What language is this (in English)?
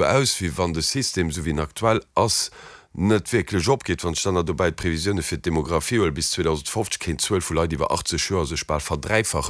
Luxembourgish